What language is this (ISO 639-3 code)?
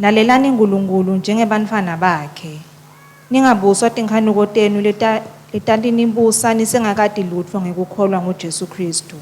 ssw